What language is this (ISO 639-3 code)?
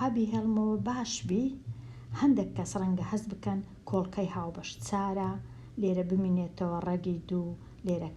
ckb